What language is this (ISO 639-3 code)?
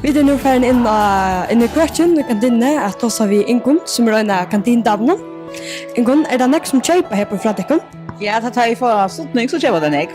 fao